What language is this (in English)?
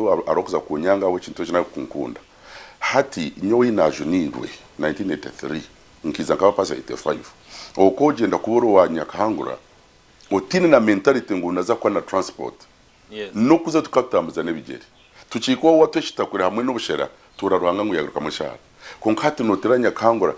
Nyankole